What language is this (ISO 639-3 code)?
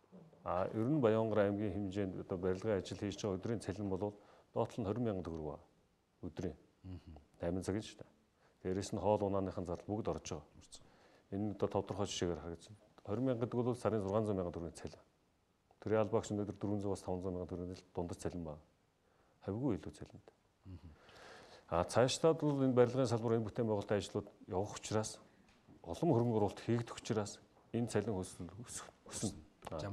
mon